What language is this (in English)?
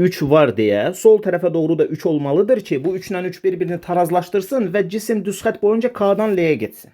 Azerbaijani